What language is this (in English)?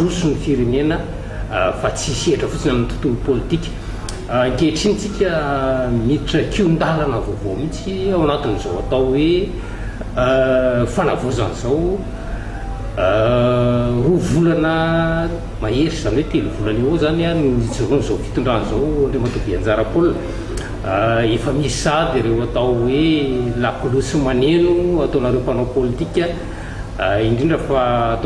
Malagasy